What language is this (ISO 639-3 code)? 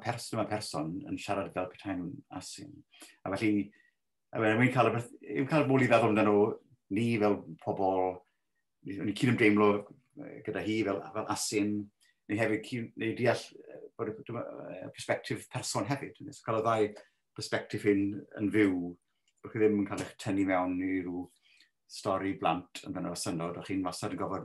cym